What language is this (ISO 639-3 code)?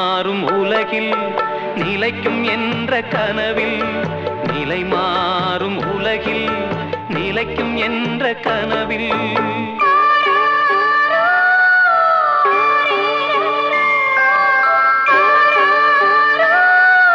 tam